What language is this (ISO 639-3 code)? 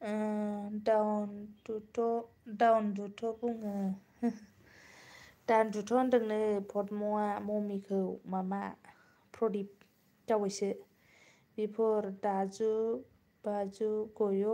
brx